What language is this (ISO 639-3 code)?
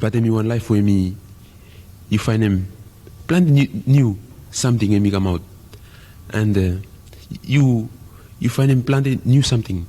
bis